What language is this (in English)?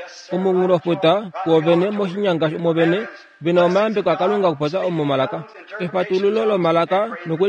Kuanyama